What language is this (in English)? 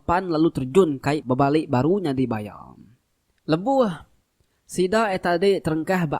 Iban